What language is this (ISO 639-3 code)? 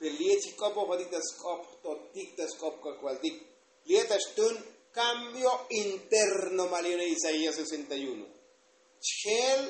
tzo